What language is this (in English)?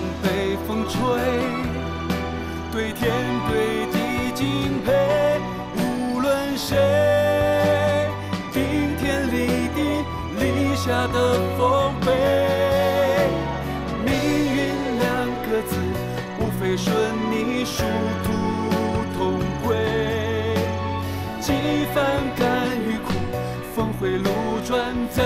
Chinese